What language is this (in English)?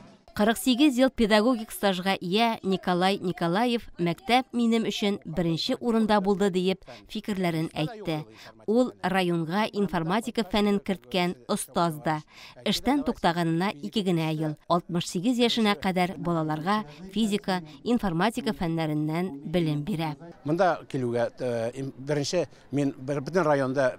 Tatar